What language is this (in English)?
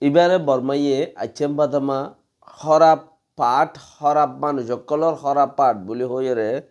Rohingya